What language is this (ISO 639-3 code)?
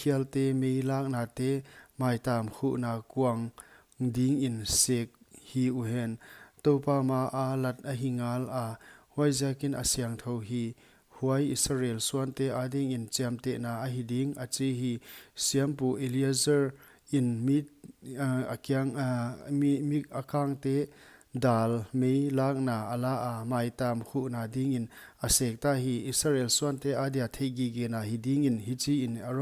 pck